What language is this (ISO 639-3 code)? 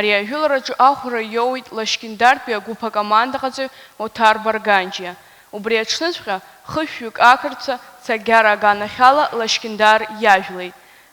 abk